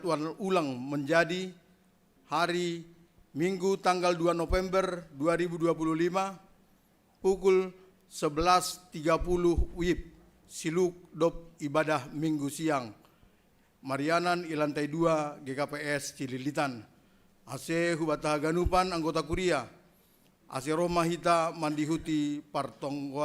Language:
Batak Simalungun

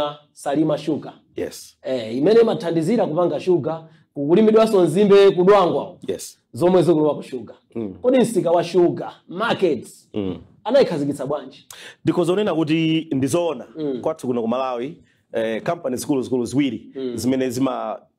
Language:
Nyanja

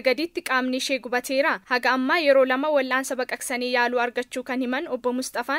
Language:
Oromo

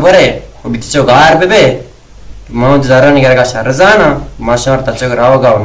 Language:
Baluchi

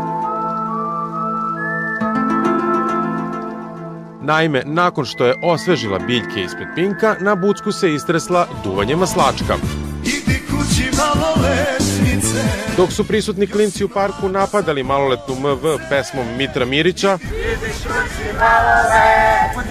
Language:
Serbian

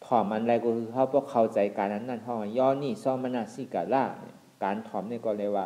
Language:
Shan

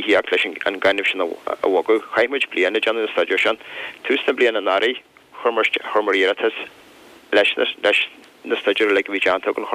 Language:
Irish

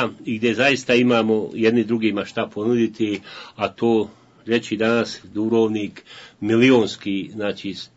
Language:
Bosnian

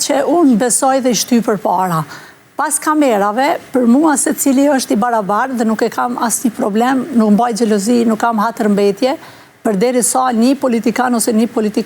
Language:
Albanian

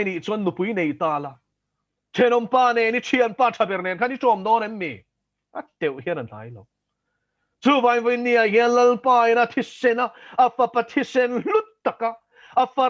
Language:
Mizo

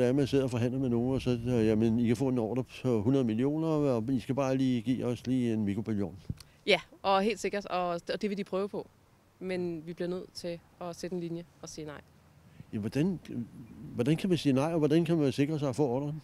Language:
Danish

